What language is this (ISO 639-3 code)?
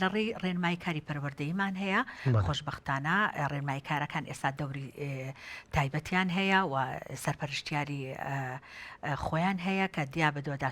ckb